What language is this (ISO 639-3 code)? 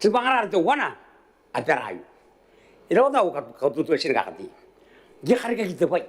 gil